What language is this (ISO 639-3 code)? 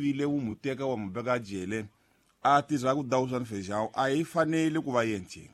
tso